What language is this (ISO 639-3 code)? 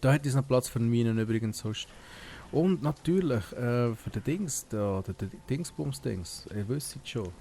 gsw